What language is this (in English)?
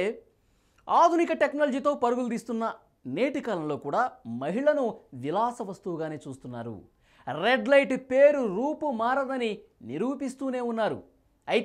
Telugu